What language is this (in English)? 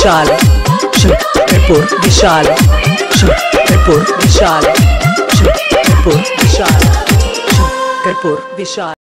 Bhojpuri